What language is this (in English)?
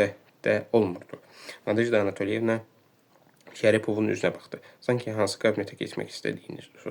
Azerbaijani